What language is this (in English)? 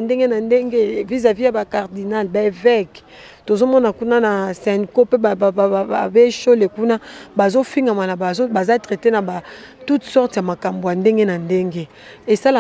Lingala